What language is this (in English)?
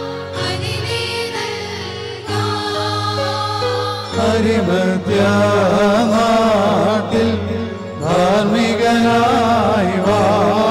Malayalam